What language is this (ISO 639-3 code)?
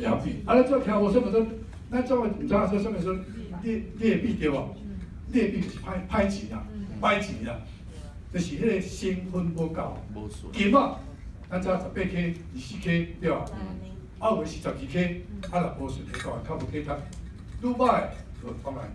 nan